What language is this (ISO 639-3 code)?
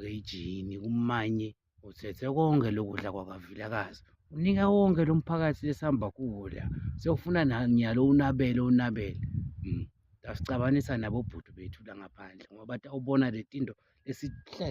zul